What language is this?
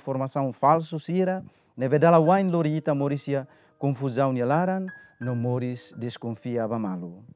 Tetum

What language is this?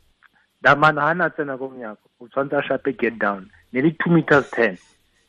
Tswana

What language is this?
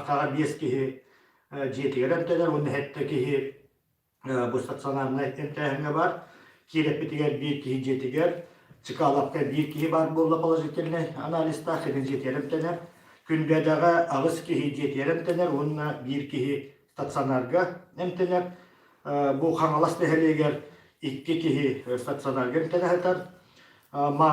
Yakut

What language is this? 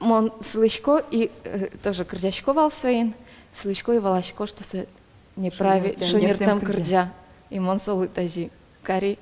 Udmurt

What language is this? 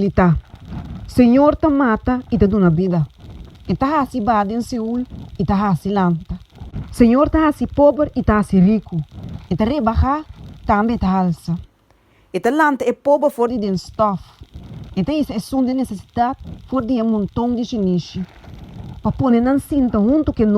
Papiamento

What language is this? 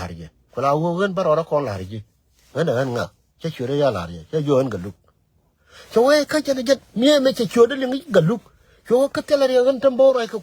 Nuer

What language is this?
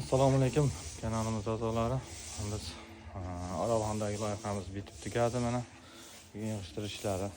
Uzbek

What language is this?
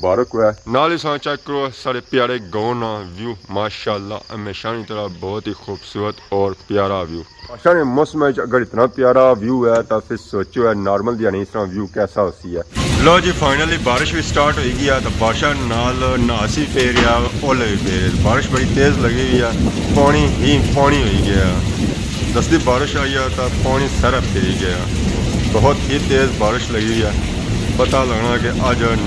Pahari-Potwari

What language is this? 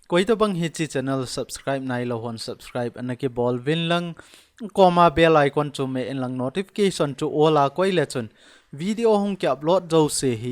Thado Chin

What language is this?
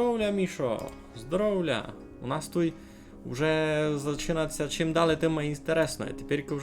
Rusyn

